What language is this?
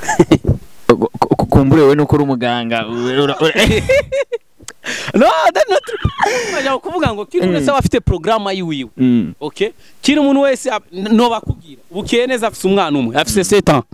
Rundi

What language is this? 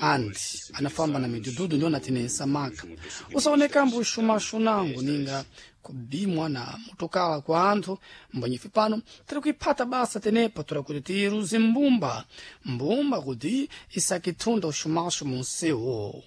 Sena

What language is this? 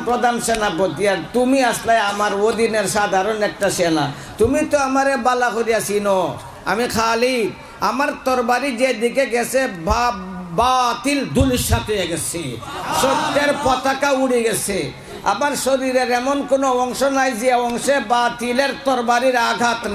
Sylheti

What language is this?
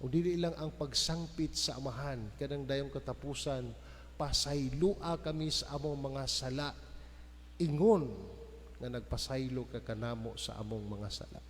Cebuano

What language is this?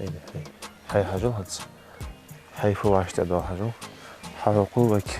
Ingush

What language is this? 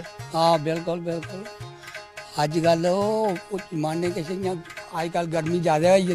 Dogri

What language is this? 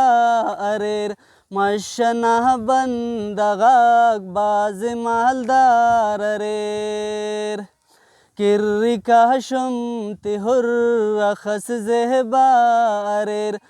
Brahui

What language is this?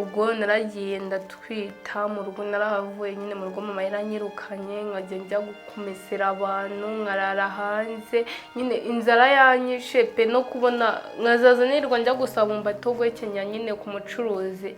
Kinyarwanda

